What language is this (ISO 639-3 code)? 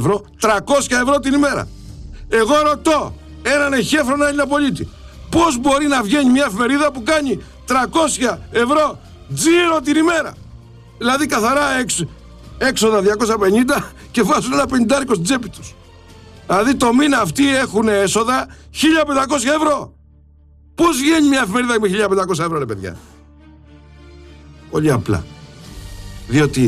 ell